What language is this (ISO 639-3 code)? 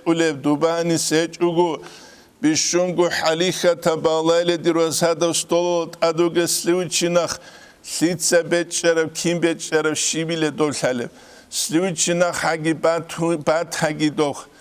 ava